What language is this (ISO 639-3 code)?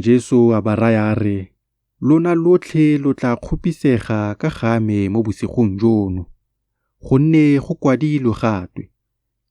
tsn